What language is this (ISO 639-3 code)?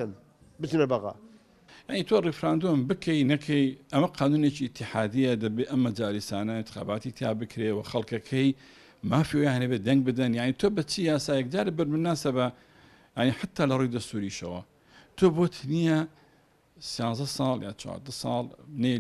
ckb